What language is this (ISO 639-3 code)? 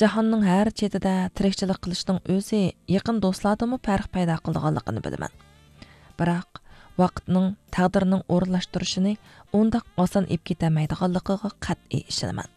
uig